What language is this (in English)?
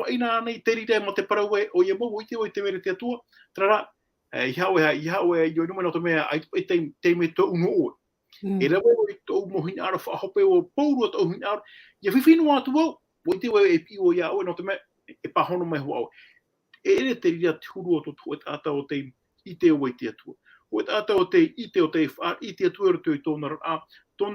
Tahitian